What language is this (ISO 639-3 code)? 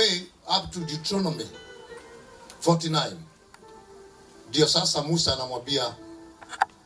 swa